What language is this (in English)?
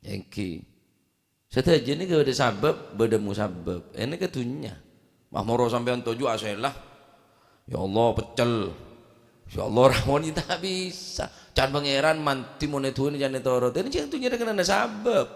Madurese